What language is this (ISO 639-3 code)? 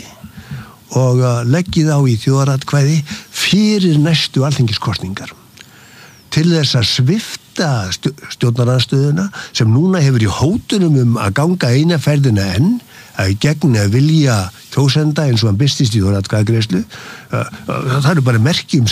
isl